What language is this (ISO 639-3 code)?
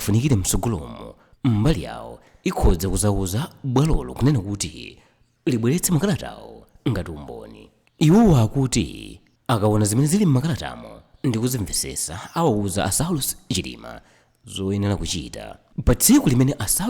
nya